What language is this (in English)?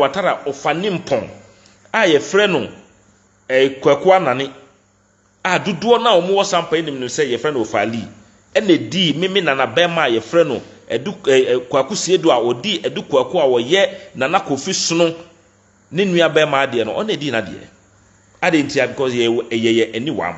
Akan